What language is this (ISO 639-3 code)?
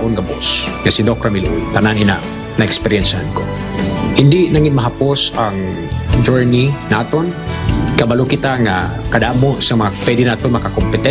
hil